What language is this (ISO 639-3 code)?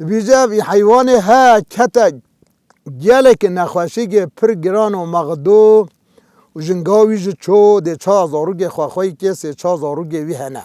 kur